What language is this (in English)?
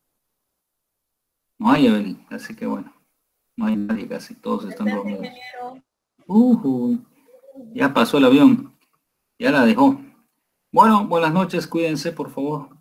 Spanish